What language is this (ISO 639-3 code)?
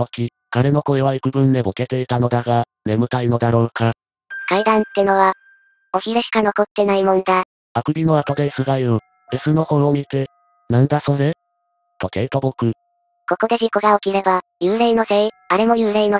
jpn